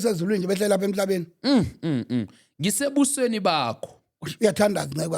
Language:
Zulu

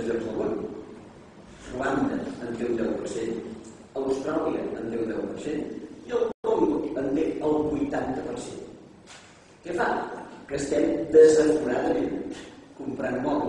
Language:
Catalan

